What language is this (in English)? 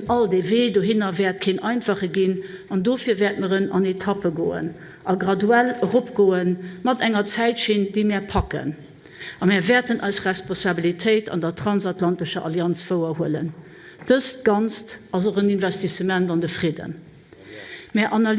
Luxembourgish